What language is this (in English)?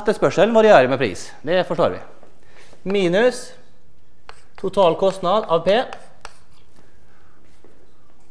Norwegian